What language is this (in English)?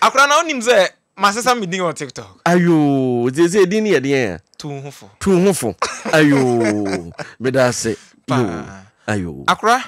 Akan